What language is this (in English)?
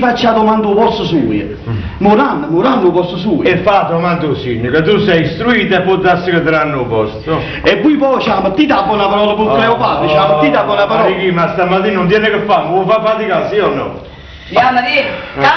Neapolitan